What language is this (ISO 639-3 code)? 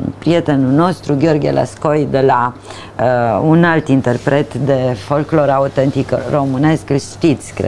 ron